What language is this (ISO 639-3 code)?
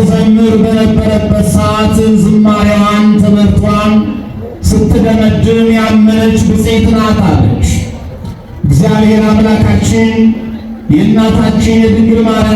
amh